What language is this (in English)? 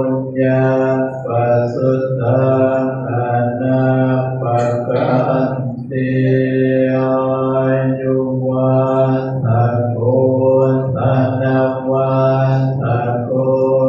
Pali